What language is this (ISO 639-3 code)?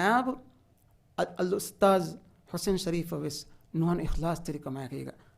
div